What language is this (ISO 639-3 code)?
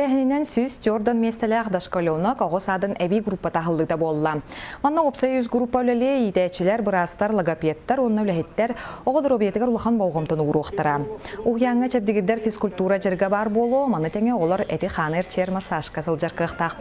sah